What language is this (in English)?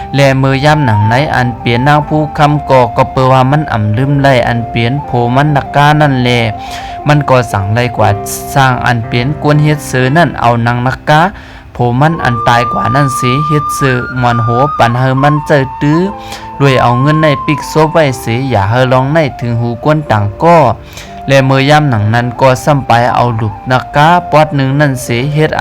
Shan